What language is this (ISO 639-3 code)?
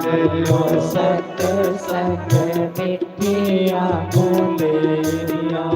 doi